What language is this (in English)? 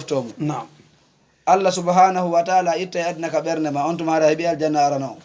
Fula